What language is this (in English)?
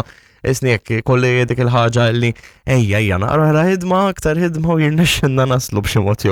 Maltese